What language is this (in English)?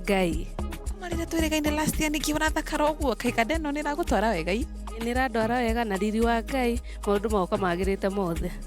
Kikuyu